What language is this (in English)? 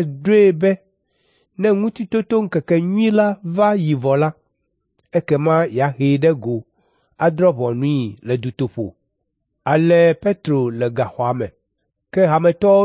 Ewe